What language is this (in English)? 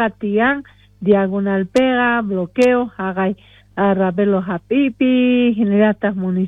South Bolivian Quechua